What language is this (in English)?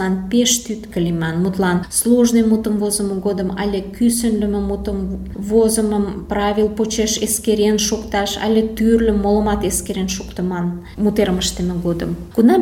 Mari